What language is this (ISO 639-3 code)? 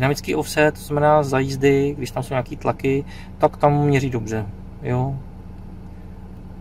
ces